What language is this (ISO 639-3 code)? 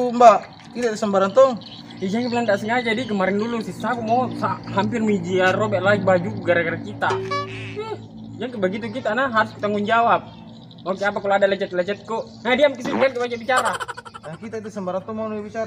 mfp